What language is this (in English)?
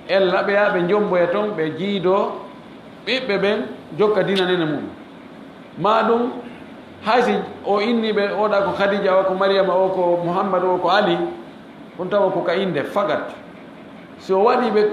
Fula